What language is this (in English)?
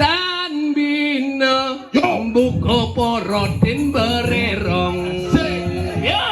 Balinese